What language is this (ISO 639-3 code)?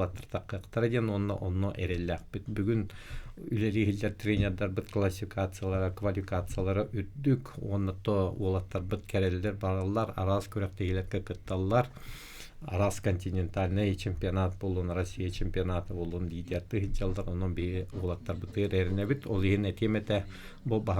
sah